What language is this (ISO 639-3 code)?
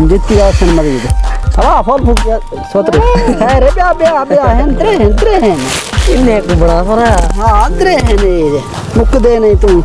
skr